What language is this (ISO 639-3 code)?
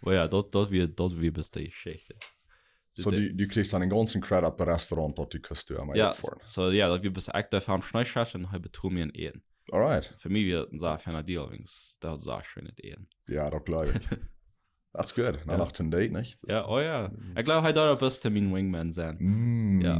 pdt